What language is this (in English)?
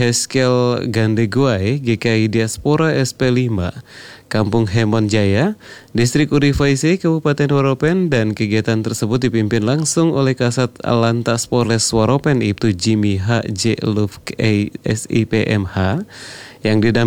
Indonesian